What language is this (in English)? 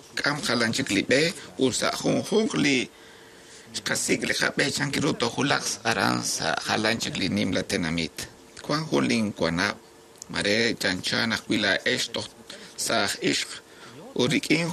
Kekchí